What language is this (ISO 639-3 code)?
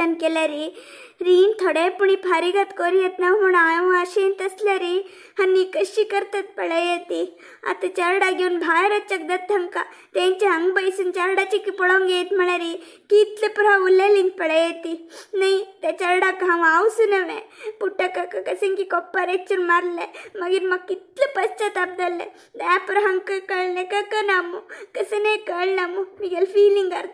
kok